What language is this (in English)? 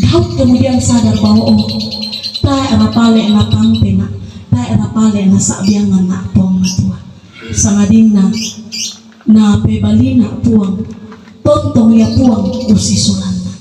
Toraja-Sa'dan